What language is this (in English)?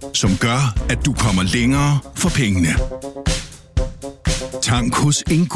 Danish